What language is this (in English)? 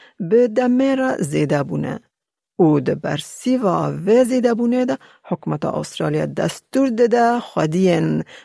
Kurdish